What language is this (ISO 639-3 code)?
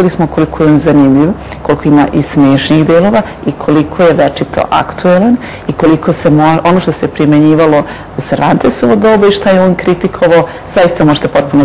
srp